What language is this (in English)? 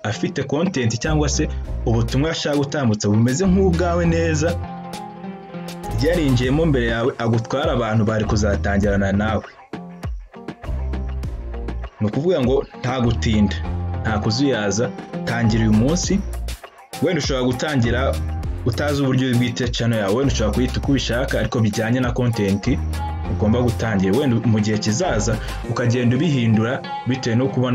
Kinyarwanda